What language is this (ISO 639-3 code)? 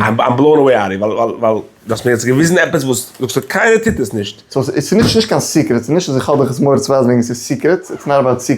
yid